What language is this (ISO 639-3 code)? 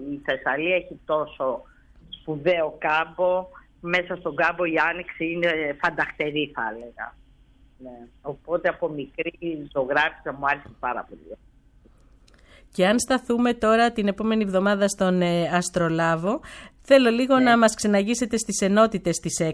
ell